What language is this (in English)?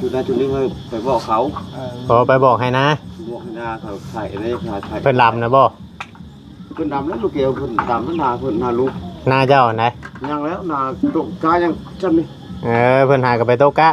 Northeastern Thai